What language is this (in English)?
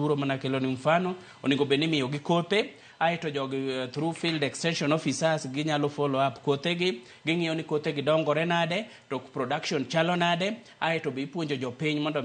Luo (Kenya and Tanzania)